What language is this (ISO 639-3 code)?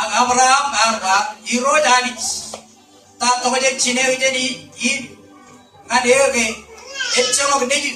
mah